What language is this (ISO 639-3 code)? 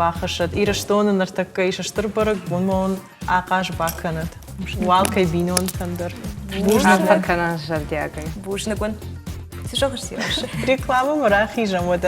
oss